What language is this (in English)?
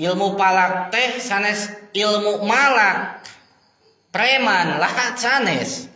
Sundanese